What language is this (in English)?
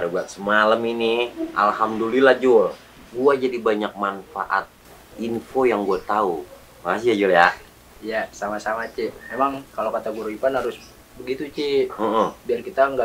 Betawi